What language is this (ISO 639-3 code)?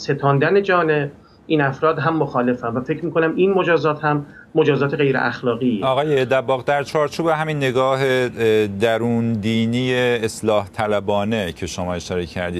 fas